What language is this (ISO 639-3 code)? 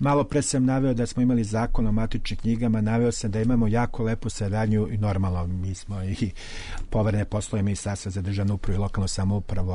srp